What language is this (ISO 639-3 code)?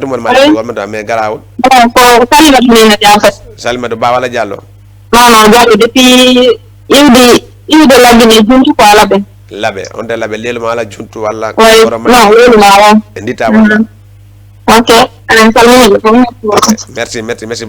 ful